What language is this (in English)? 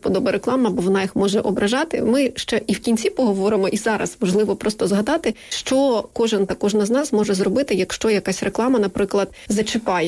Ukrainian